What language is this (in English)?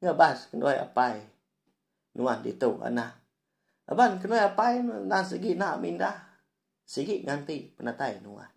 Iban